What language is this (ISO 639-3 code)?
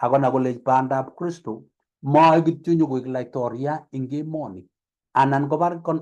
kln